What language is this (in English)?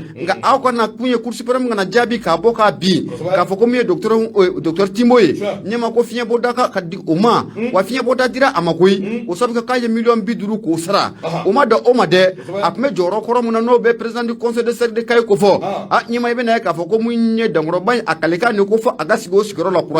Bambara